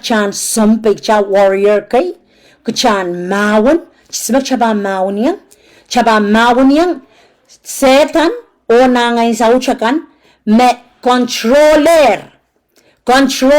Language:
Pohnpeian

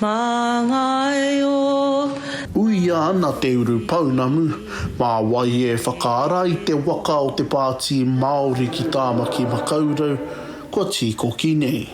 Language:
Māori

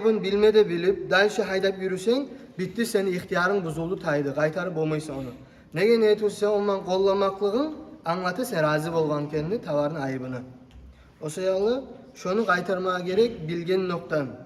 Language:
Kumyk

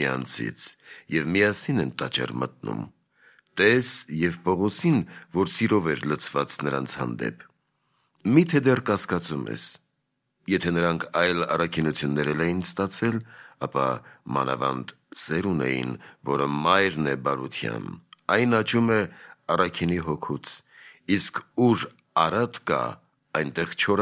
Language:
Armenian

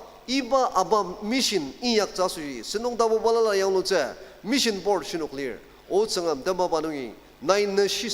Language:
Ao Naga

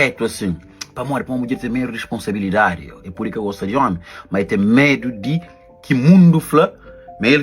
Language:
Kabuverdianu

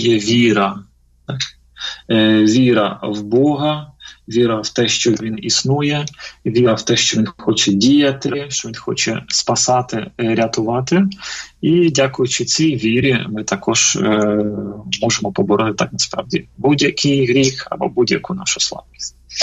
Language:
Ukrainian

